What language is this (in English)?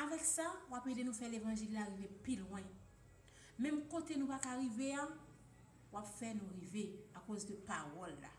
Haitian Creole